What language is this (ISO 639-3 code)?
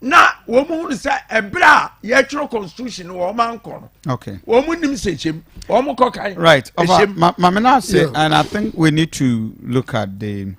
aka